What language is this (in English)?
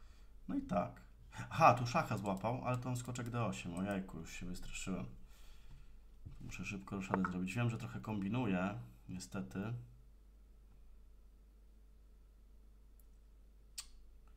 Polish